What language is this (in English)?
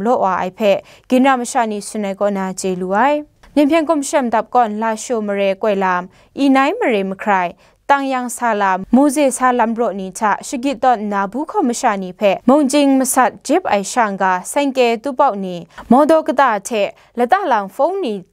Kachin